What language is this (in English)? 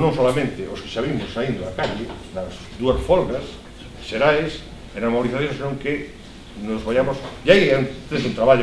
Galician